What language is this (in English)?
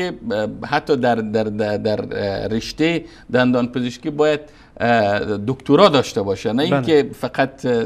Persian